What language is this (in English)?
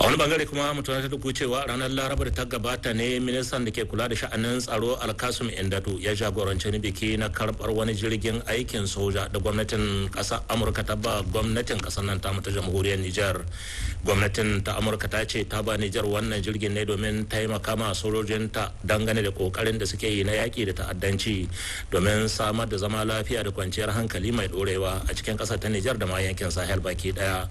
Hausa